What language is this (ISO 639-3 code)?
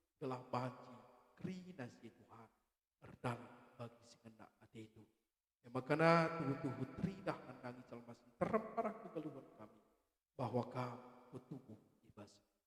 btx